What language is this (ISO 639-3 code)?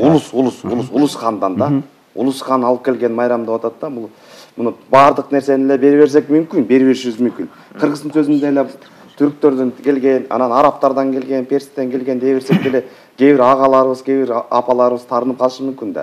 kir